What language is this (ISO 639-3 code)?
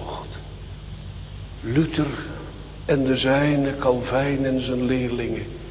nld